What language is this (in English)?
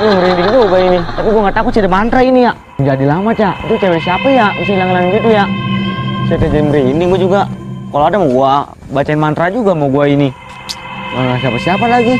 Betawi